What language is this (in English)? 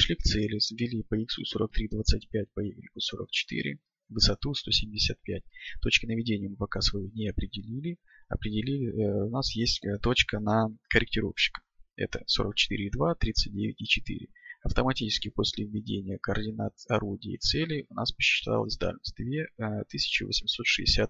Russian